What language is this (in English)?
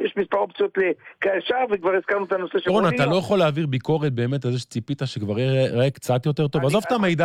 Hebrew